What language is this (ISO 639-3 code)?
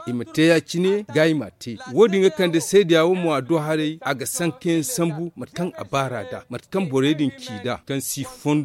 dje